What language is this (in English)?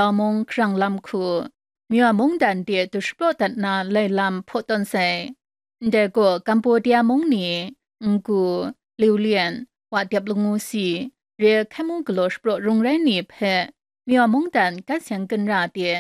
Kachin